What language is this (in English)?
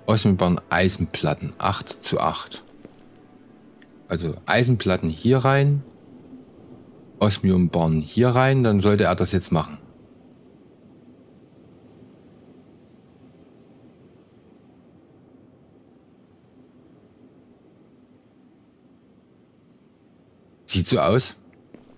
German